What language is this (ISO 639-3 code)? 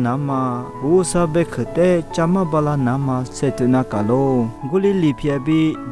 lis